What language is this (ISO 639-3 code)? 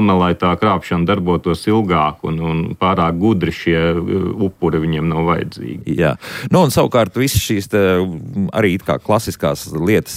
lav